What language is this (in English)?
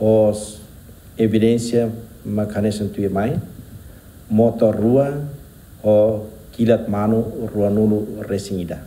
Tetum